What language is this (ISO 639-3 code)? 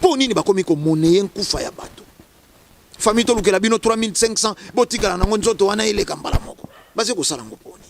lin